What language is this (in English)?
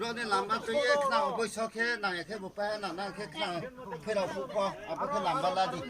Riang (India)